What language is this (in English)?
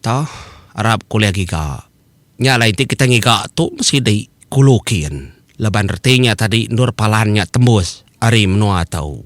Iban